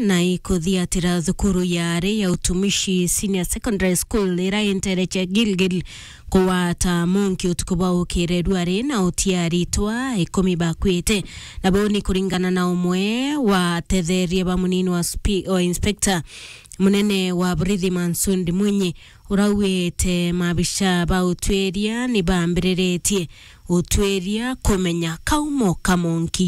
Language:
Meru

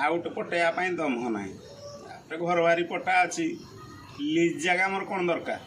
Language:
Odia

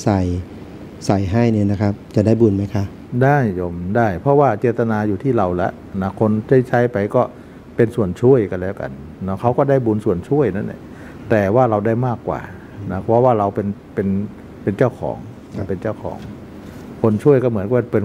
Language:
Thai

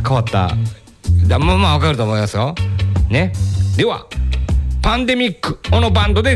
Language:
Japanese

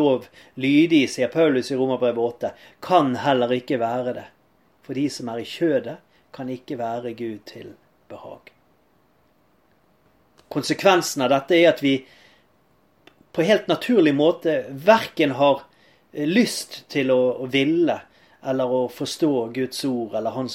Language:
Norwegian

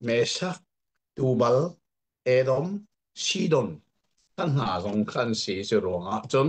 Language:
Hakha Chin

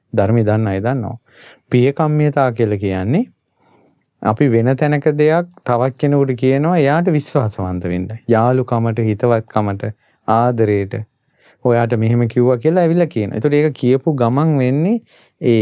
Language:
Sinhala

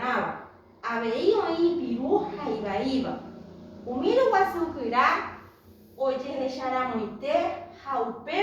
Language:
Guarani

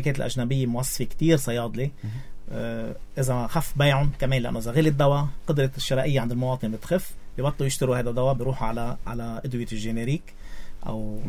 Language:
North Levantine Arabic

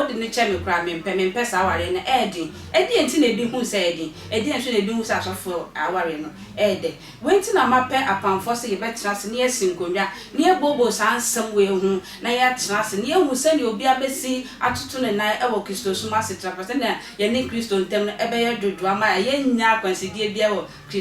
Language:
Akan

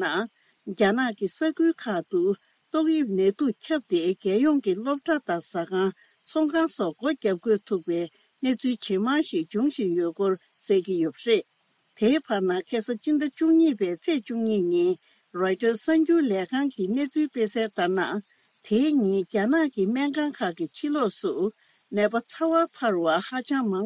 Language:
Tibetan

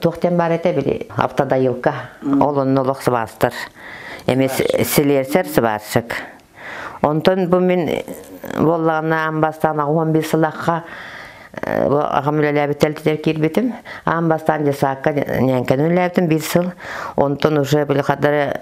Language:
Yakut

